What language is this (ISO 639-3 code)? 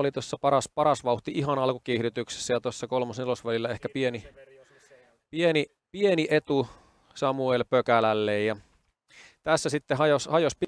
fin